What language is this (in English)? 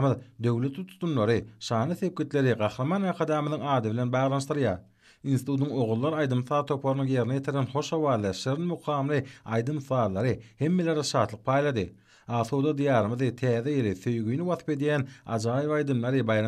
Turkmen